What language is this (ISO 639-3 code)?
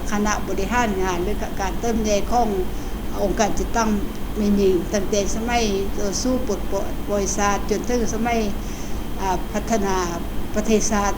lao